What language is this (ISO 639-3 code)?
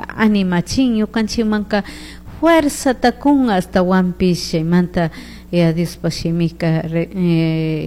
qug